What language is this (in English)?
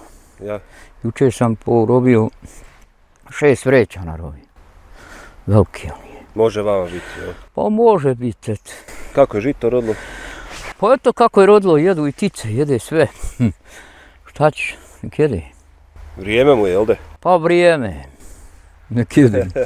Bosnian